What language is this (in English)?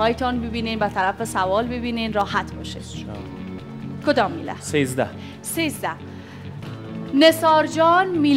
Persian